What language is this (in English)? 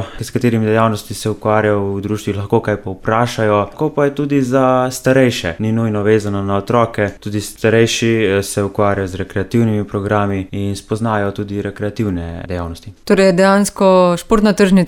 Slovenian